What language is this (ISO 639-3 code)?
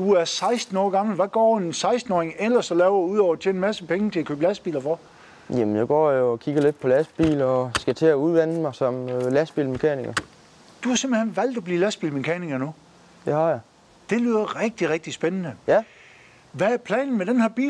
dan